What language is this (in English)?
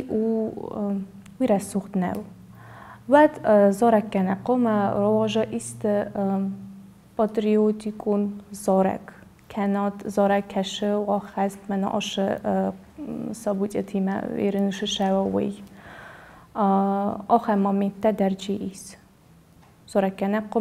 Ossetic